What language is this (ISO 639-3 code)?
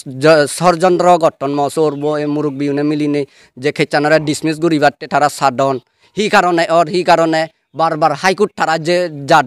ccp